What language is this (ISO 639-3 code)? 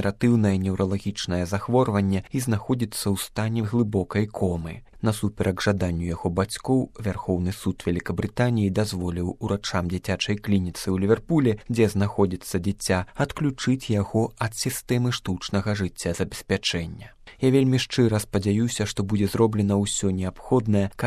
bel